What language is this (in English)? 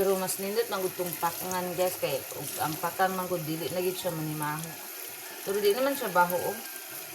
Cebuano